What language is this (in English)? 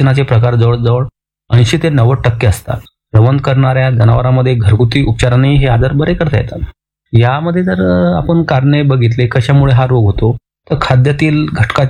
Marathi